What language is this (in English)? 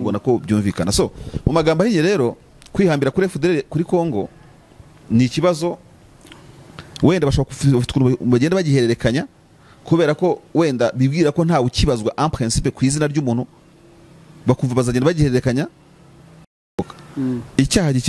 Kinyarwanda